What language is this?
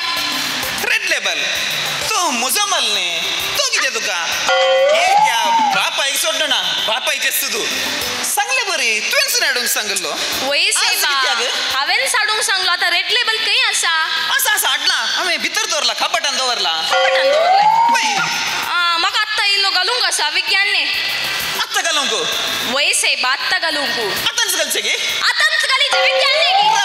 Konkani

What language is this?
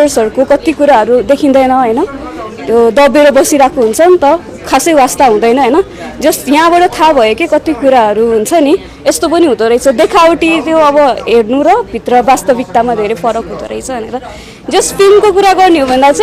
Nepali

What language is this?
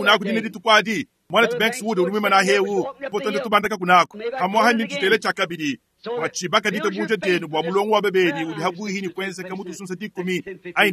Luba-Lulua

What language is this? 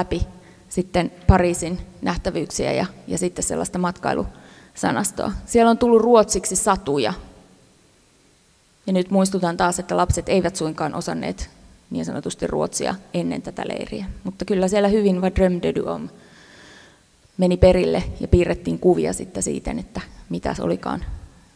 Finnish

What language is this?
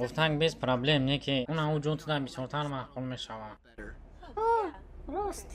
Tajik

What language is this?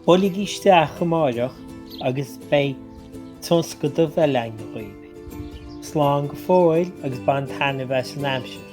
Irish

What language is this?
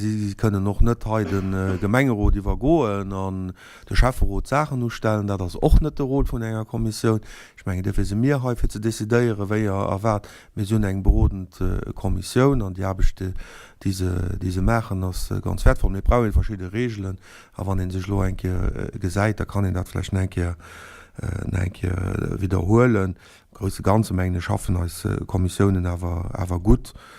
Luxembourgish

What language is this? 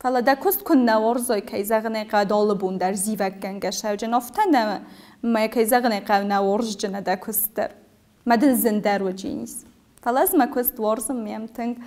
Ossetic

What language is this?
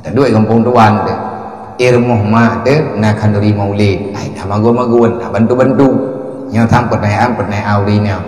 Achinese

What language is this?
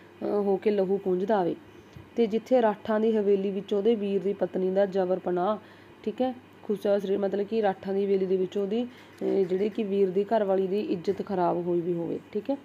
Punjabi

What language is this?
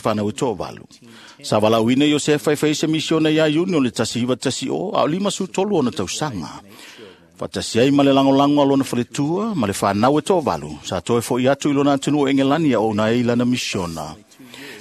Samoan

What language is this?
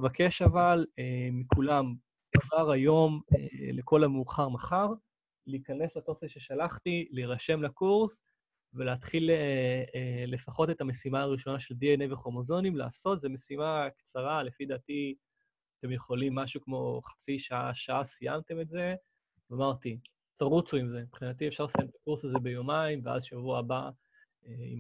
Hebrew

